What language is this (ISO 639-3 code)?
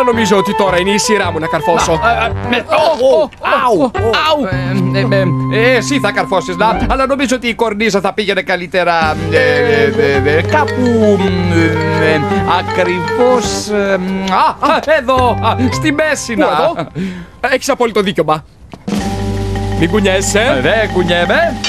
ell